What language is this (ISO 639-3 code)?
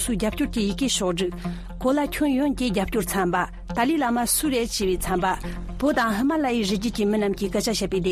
bod